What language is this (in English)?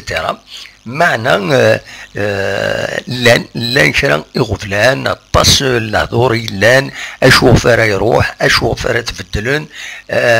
Kabyle